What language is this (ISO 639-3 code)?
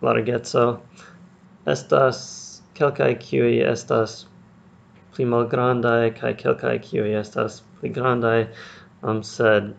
epo